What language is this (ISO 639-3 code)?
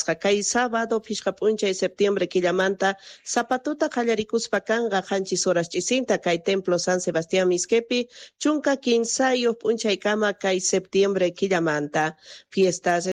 quh